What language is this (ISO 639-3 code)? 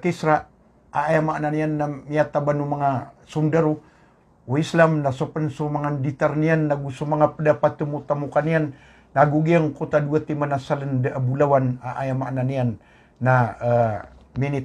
mrw